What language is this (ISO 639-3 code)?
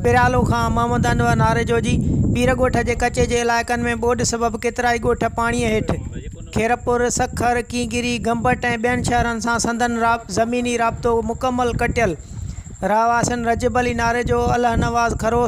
snd